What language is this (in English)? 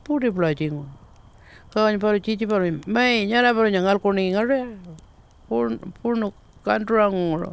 Pitjantjatjara